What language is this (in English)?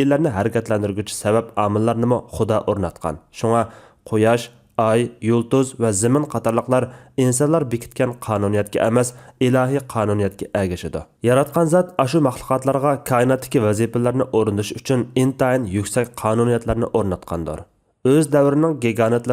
Uyghur